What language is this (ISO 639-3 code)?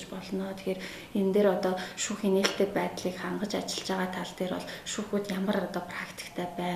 mon